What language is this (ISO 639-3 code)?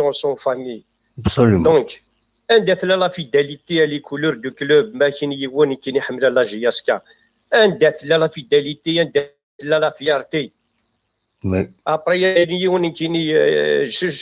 kab